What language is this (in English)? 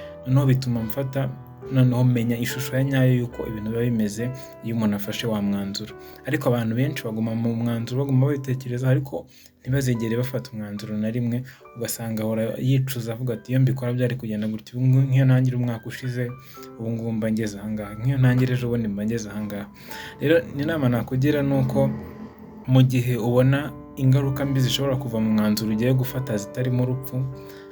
Kinyarwanda